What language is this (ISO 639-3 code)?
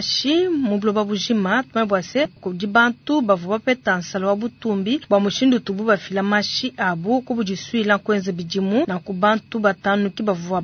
lua